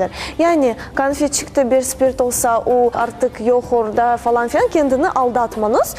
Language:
Crimean Tatar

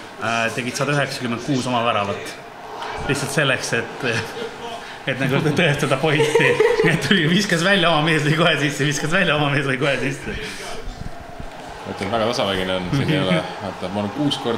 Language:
Estonian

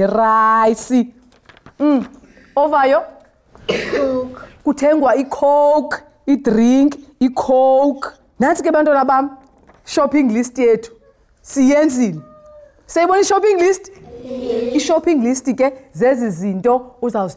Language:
Xhosa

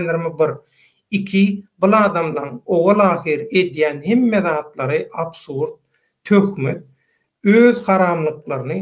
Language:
Turkmen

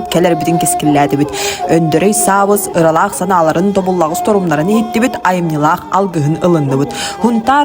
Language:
Yakut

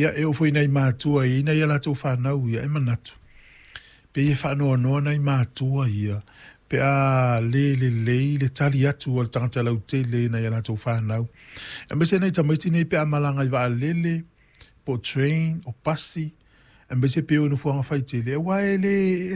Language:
Samoan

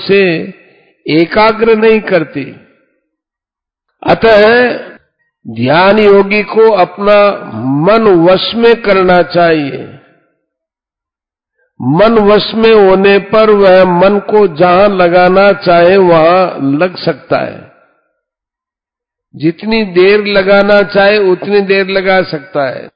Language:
Hindi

